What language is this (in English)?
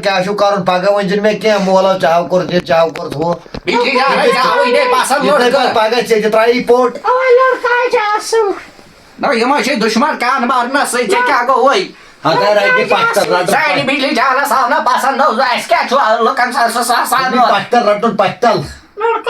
Kashmiri